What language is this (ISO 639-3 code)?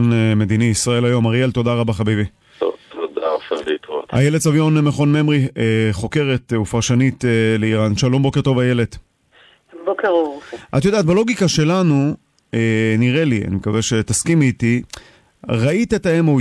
heb